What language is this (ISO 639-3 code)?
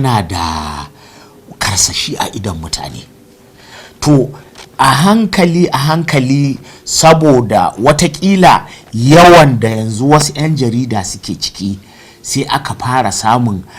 hau